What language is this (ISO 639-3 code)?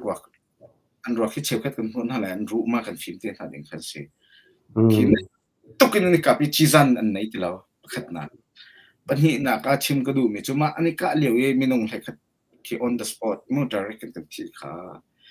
cnh